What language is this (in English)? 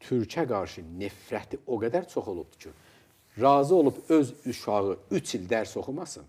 Azerbaijani